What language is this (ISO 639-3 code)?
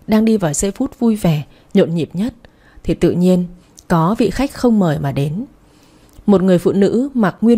vie